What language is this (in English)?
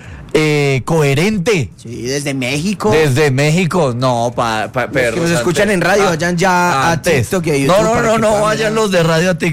Spanish